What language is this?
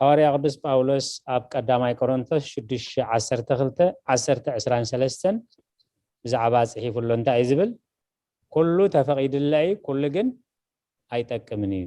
Tigrinya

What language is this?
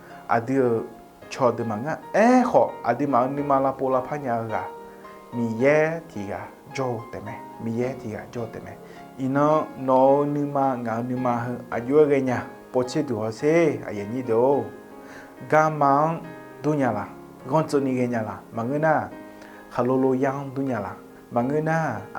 Akha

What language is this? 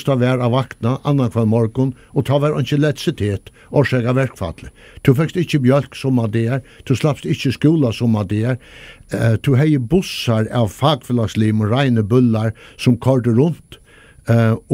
Faroese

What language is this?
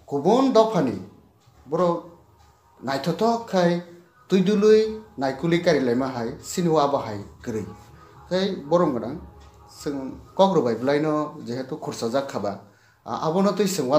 Kok Borok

